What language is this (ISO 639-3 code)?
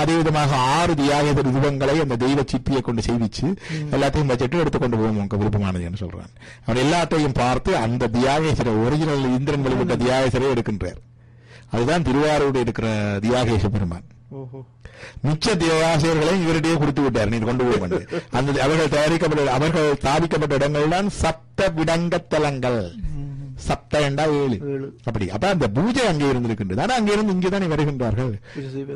tam